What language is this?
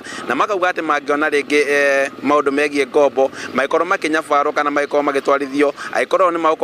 Kikuyu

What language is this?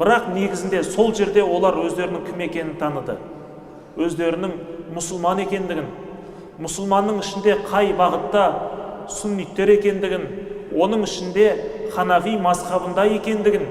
Kazakh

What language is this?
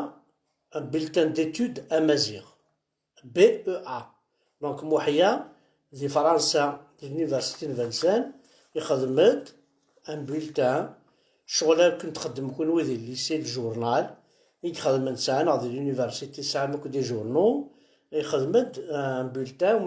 Kabyle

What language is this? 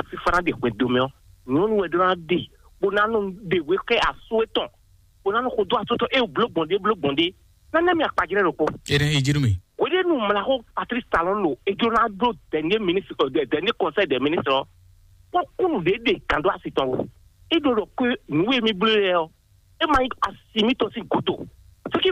Fon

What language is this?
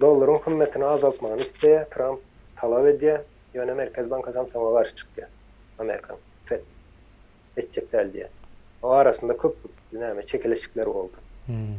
Turkmen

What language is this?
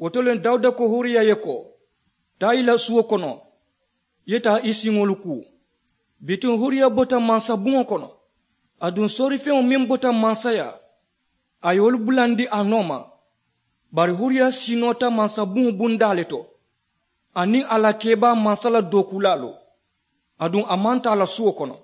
Mandingo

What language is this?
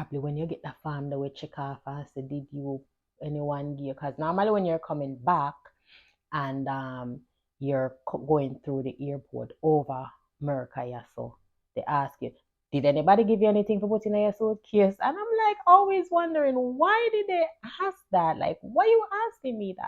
Jamaican Creole English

